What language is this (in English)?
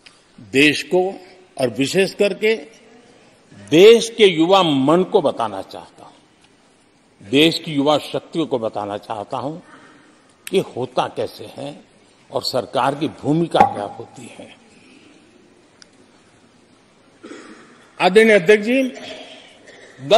Hindi